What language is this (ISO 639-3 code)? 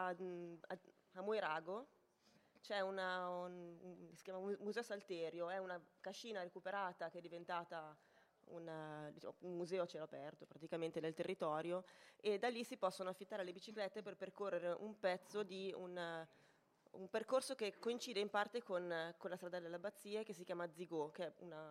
ita